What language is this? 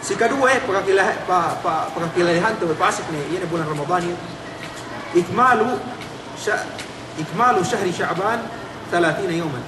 Yakan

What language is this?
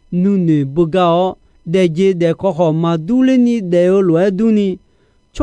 Akha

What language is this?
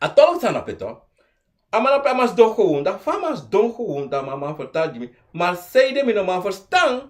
Sranan Tongo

